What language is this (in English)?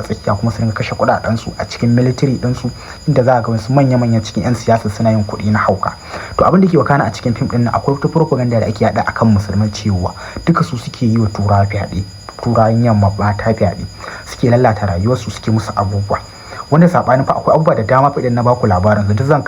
Hausa